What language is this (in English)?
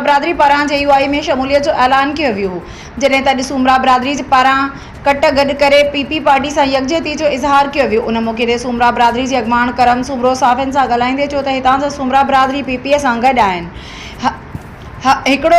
Sindhi